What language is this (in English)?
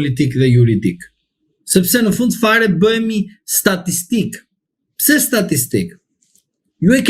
Albanian